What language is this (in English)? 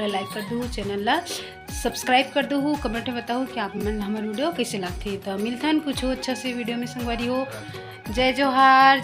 Chhattisgarhi